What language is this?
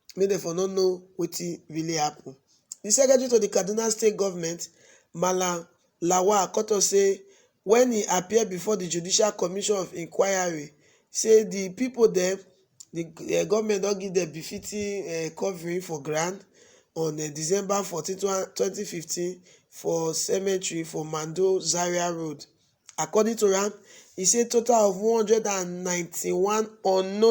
Nigerian Pidgin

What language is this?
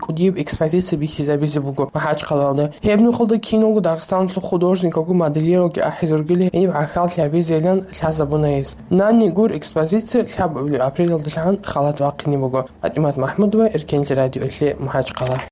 Avaric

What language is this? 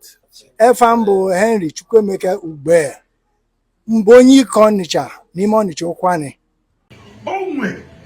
Igbo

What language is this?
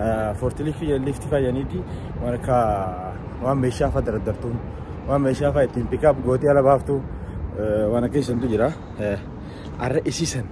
Oromo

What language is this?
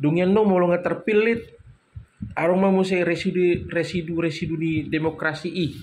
Batak Toba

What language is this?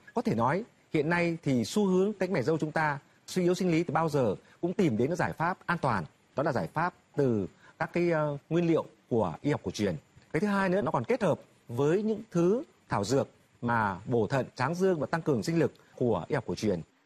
Vietnamese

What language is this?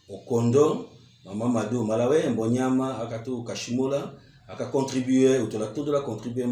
Tetela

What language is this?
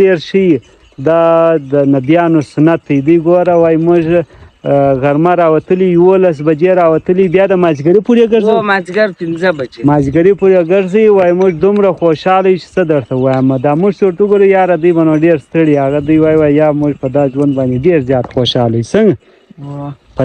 Pashto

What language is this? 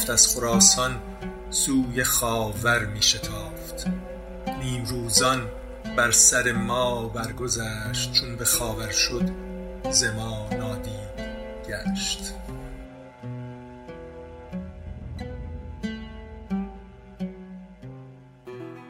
Persian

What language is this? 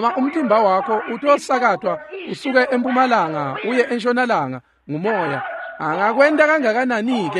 Swati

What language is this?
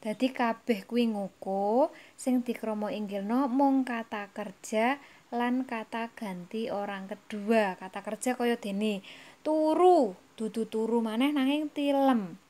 Javanese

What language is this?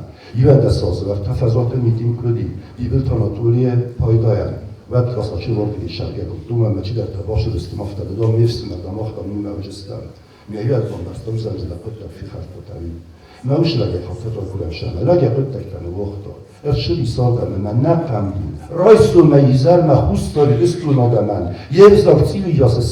Ossetic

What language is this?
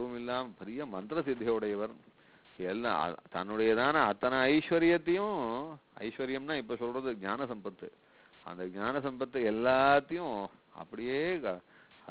Tamil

